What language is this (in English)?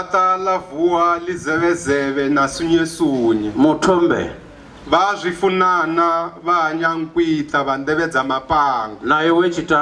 Venda